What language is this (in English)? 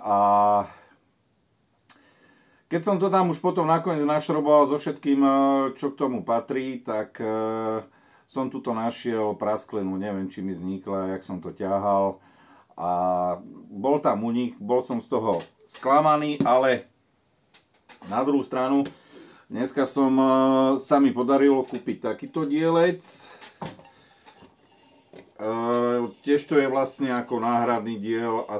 Slovak